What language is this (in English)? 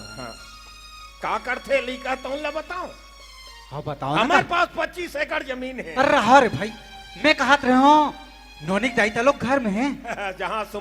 Chhattisgarhi